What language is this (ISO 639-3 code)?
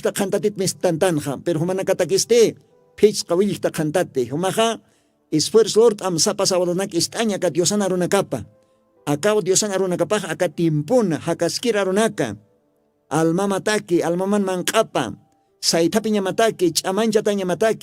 aym